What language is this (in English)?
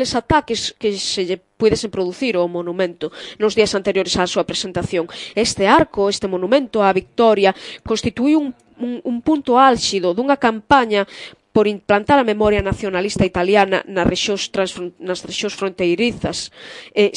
Galician